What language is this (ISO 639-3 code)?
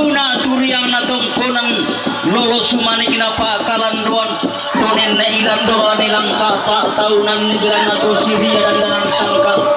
sda